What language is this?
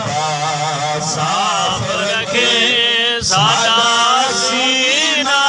Saraiki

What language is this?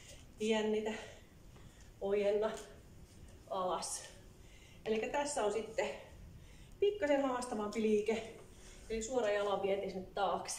Finnish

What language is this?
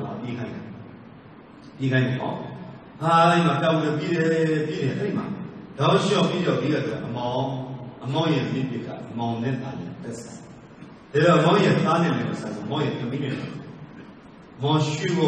Burmese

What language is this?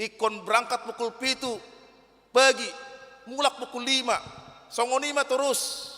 Batak Toba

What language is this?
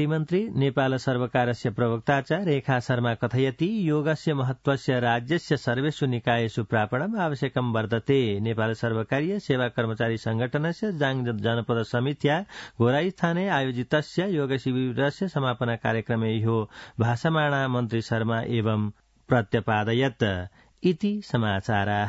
Sanskrit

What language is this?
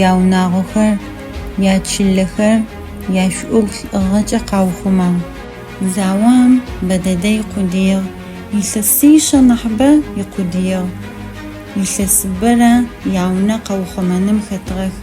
Adyghe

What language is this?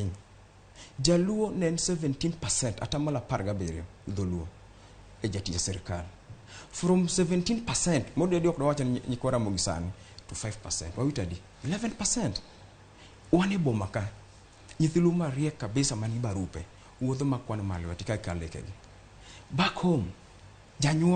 Luo (Kenya and Tanzania)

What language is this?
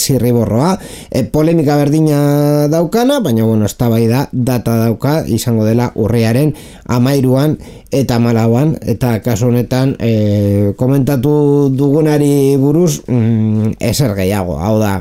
Basque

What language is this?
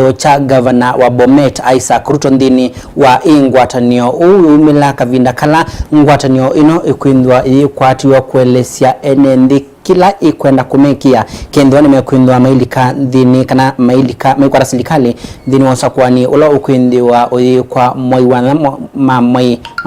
Kamba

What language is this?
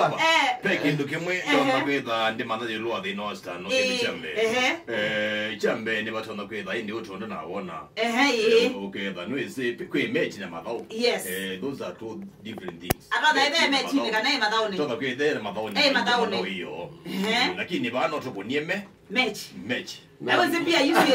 Kamba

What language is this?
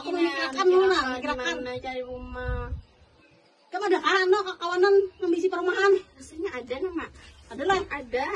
Banjar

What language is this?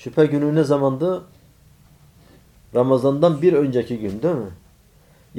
Turkish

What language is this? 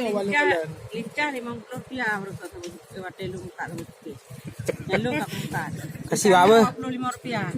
Achinese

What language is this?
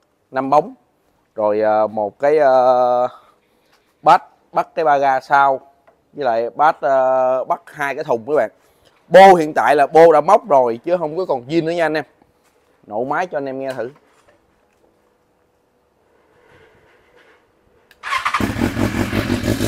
Vietnamese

